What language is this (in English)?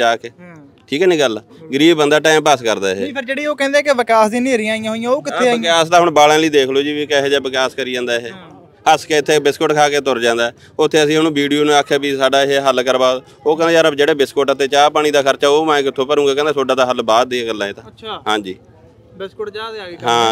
Punjabi